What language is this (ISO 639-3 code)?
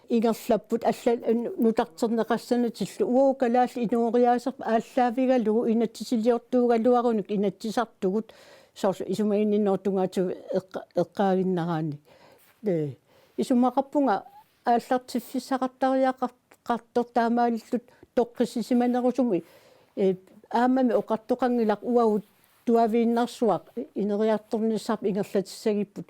kal